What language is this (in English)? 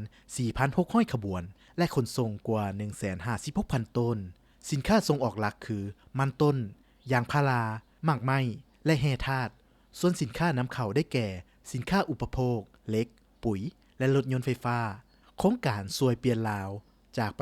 Lao